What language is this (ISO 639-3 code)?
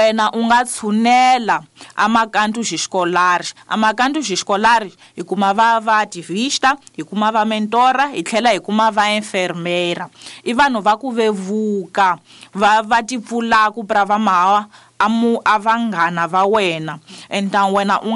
tso